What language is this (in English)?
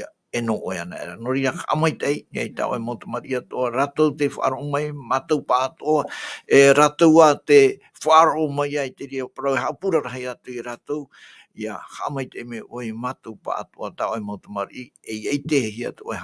Tahitian